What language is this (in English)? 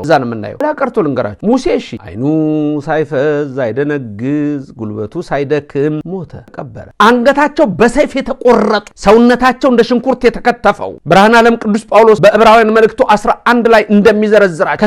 Amharic